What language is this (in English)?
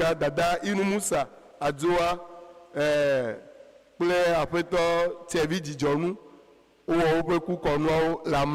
Ewe